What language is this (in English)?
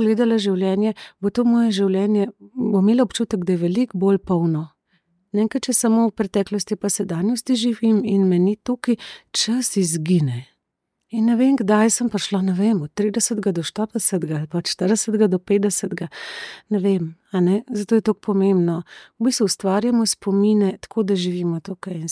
Slovenian